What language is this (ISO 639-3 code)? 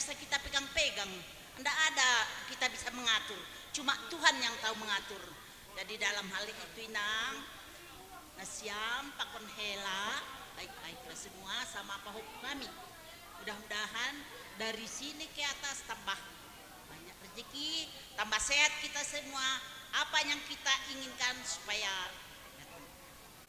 bts